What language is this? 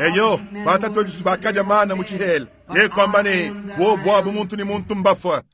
Luba-Lulua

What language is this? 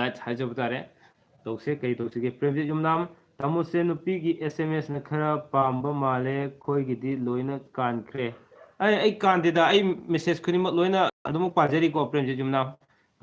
Manipuri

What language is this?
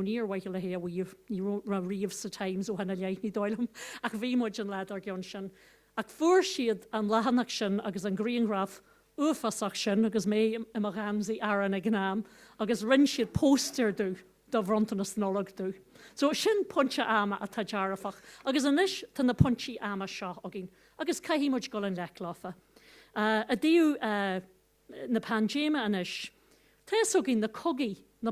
Irish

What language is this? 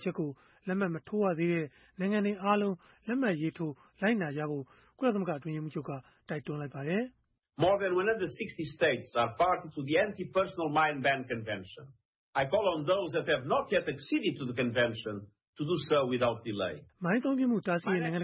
Burmese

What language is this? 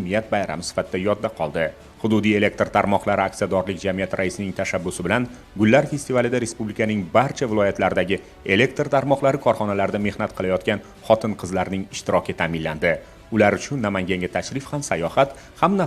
Uzbek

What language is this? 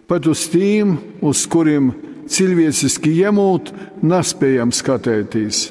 Latgalian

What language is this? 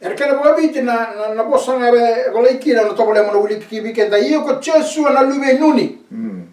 Fijian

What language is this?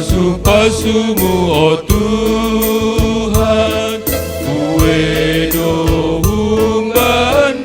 Batak Simalungun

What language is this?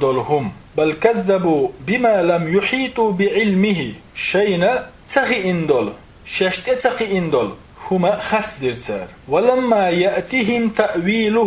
Chechen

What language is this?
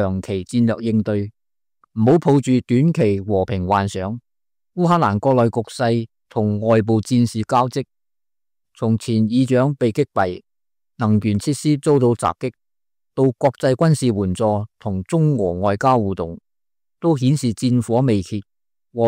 Cantonese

